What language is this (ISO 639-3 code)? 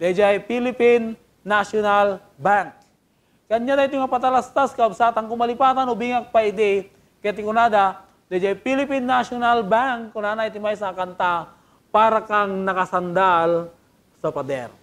ilo